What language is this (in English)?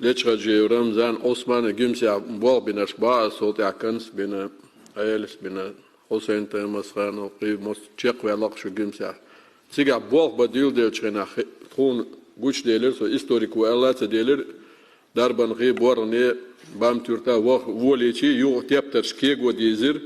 Chechen